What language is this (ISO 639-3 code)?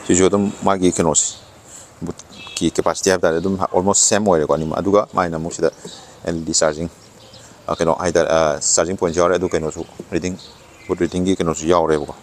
mni